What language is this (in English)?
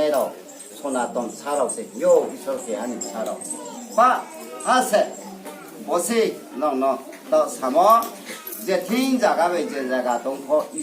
Riang (India)